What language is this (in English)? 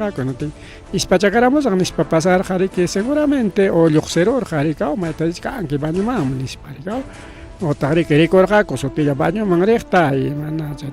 Ayacucho Quechua